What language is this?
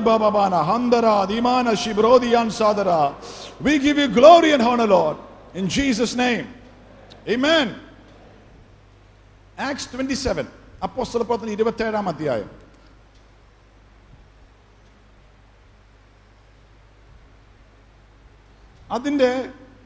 Malayalam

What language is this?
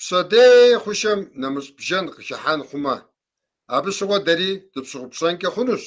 Kabardian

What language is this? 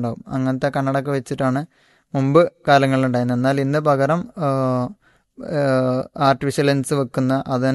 Malayalam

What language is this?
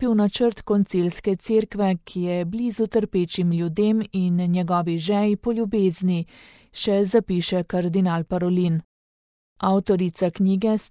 Slovenian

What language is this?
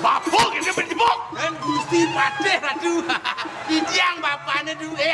Balinese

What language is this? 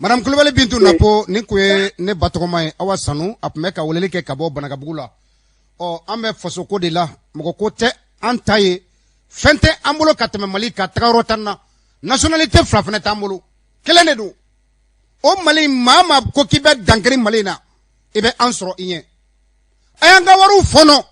Bambara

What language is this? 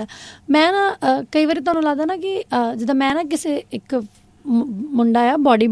Punjabi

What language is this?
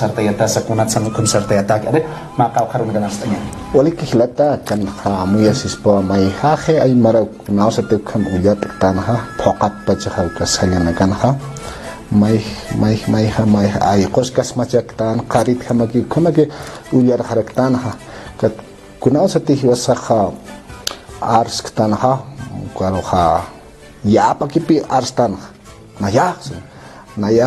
Aymara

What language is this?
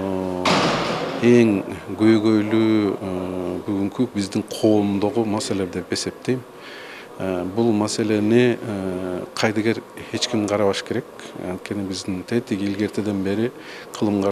Kyrgyz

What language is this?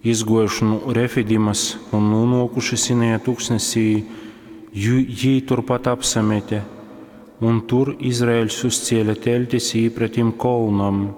Latgalian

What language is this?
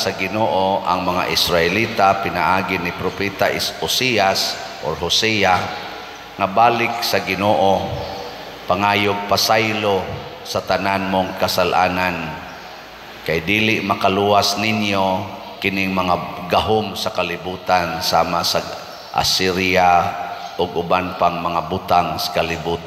Cebuano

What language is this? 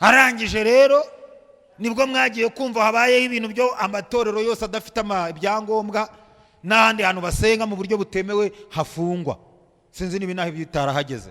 Kinyarwanda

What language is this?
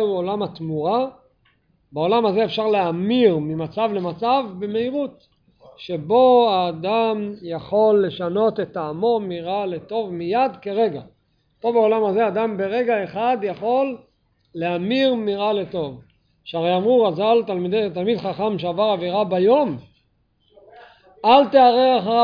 Hebrew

